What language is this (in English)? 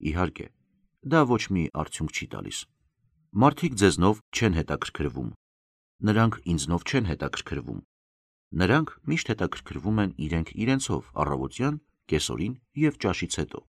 Armenian